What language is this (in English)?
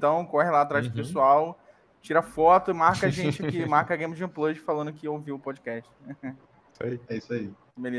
Portuguese